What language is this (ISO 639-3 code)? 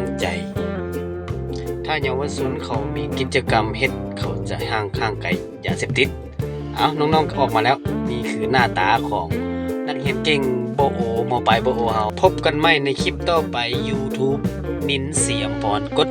lao